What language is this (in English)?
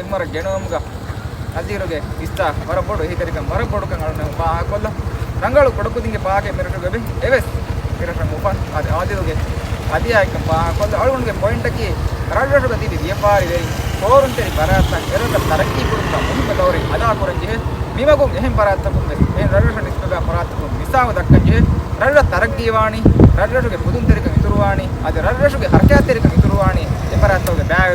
Divehi